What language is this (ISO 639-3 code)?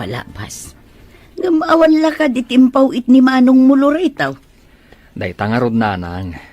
ilo